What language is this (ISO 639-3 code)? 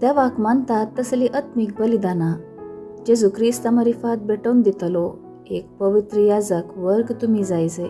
kok